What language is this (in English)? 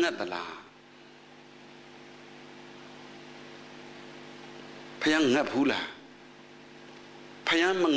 Burmese